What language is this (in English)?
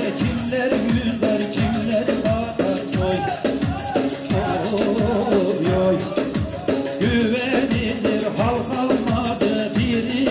Turkish